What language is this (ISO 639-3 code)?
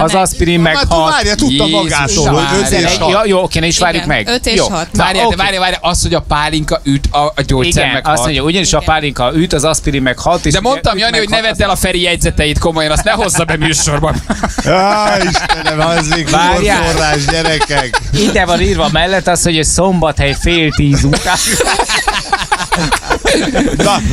hun